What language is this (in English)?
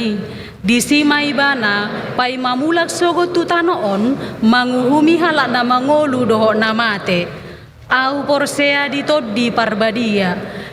Batak Toba